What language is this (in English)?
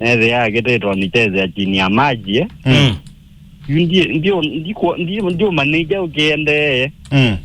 Kamba